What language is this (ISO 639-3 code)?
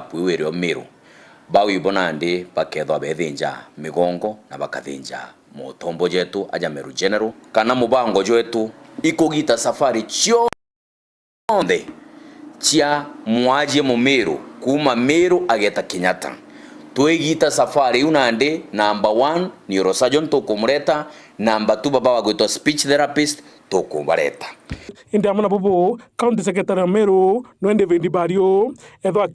mer